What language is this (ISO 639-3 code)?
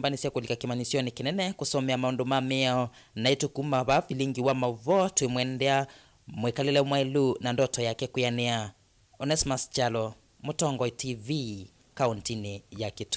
kam